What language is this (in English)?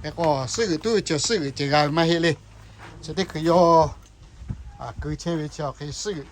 Lahu